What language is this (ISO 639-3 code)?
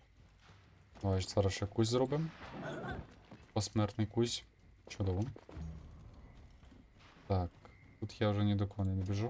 ukr